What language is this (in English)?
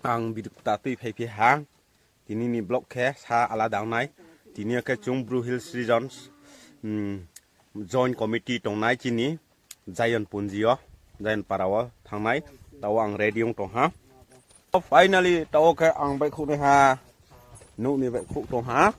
Riang (India)